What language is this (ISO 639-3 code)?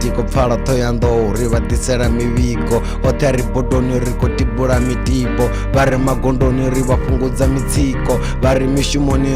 ven